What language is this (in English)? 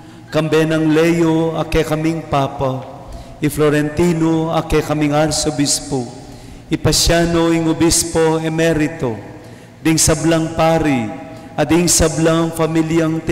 Pampanga